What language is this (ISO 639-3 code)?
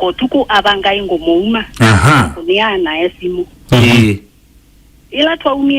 kam